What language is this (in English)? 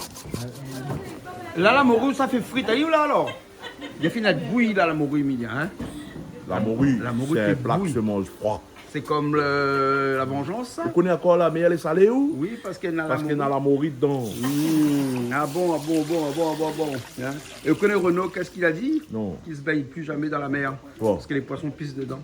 Réunion Creole French